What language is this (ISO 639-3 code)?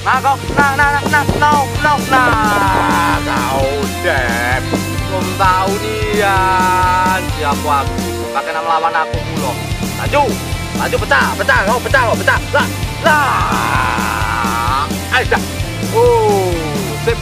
mui